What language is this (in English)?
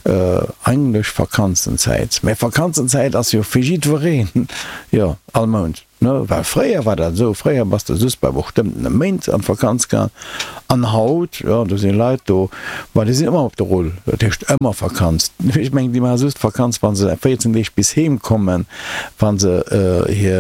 Luxembourgish